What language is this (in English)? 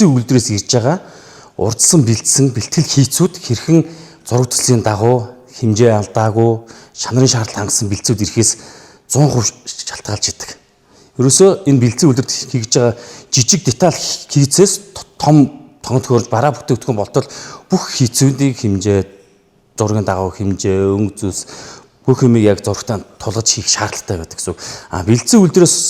Mongolian